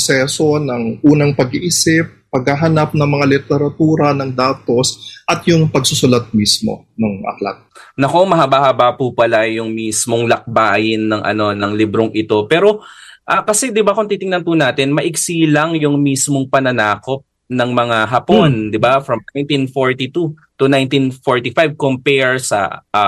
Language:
Filipino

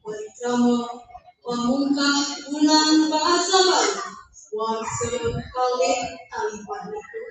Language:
Balinese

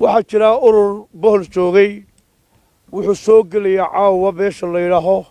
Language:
Somali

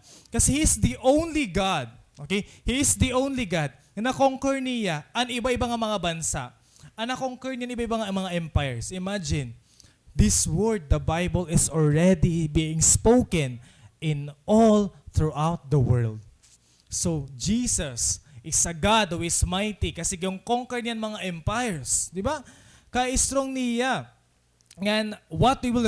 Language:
Waray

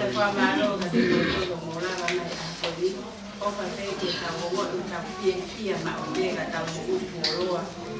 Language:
Tongan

